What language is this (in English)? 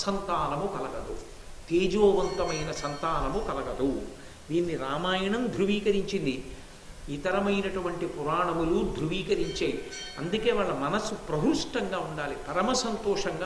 Telugu